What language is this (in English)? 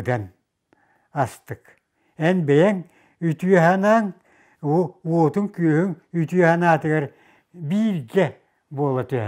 Yakut